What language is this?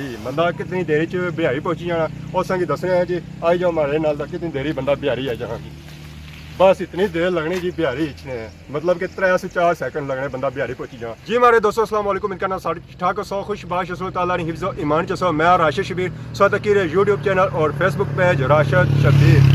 Pahari-Potwari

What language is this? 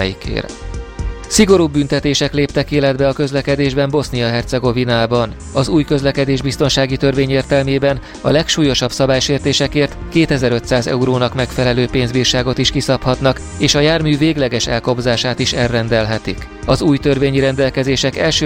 Hungarian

